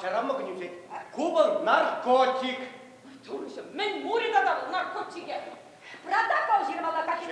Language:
Chuvash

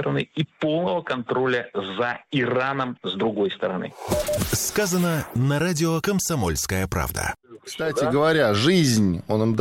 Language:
Russian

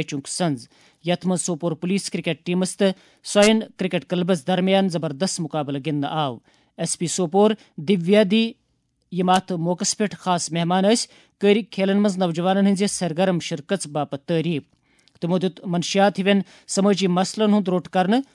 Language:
Kashmiri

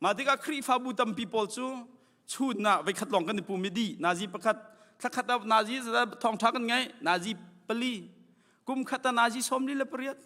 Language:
Hakha Chin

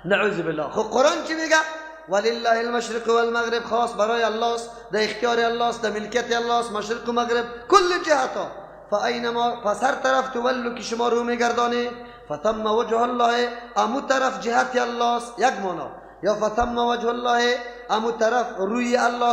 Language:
Persian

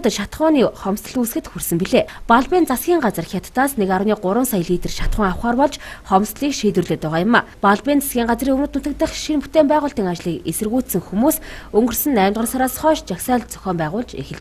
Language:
Mongolian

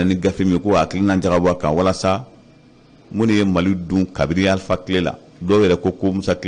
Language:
Bambara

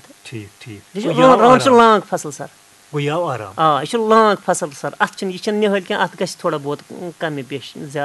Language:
Kashmiri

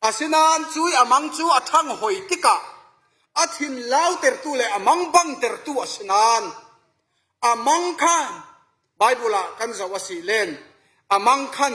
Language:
Falam Chin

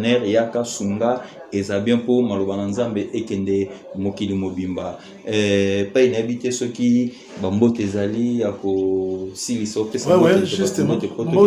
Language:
Lingala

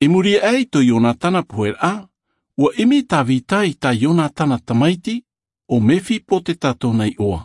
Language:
Tahitian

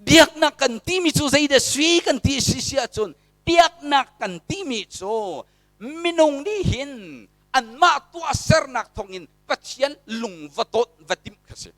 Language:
Hakha Chin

